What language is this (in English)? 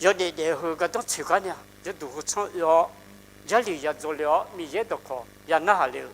Akha